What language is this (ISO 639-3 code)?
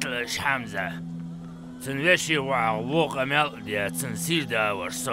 inh